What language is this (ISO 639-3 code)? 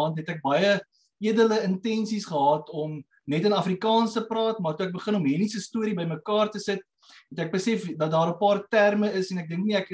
afr